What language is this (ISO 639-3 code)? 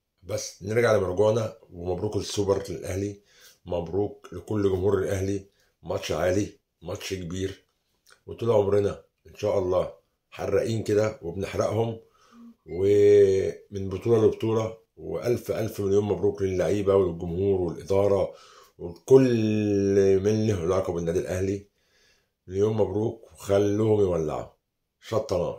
arz